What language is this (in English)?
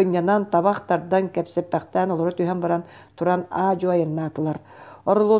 Yakut